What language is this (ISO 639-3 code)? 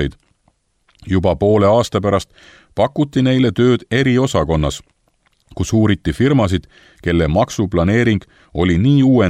est